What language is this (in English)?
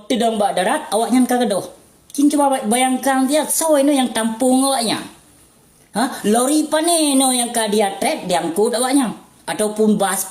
Achinese